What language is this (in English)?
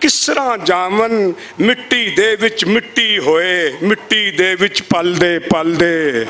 Western Panjabi